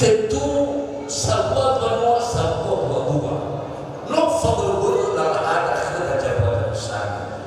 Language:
Nias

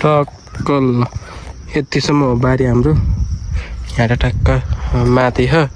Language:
Nepali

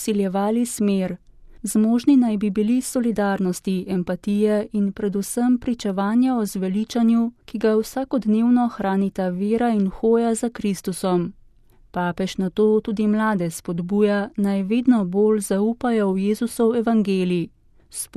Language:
Slovenian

